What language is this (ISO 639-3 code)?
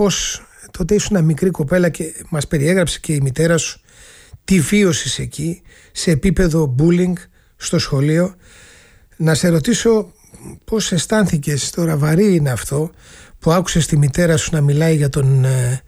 ell